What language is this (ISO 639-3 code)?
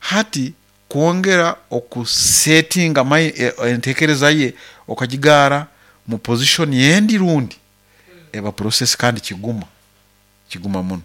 nyo